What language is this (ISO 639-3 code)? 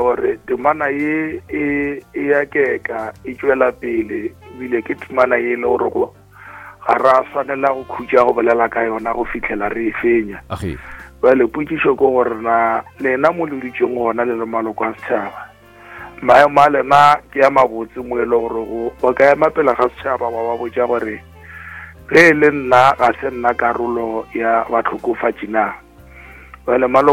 nso